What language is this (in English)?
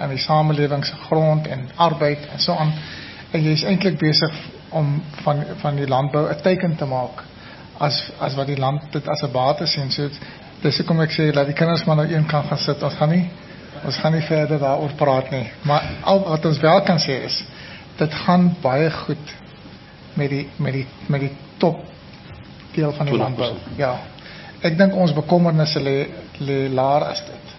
Afrikaans